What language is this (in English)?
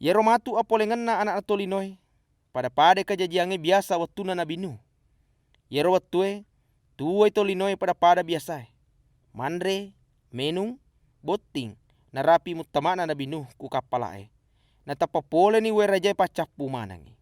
Buginese